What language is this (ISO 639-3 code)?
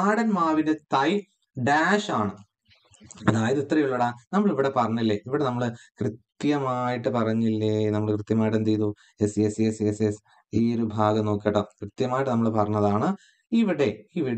mal